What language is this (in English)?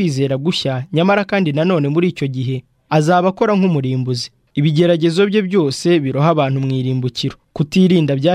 Kinyarwanda